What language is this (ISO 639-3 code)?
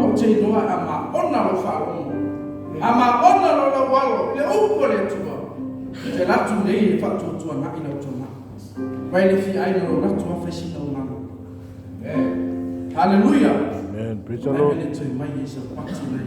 smo